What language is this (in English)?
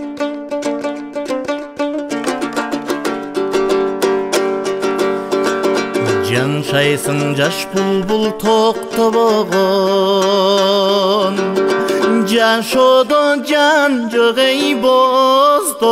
Kyrgyz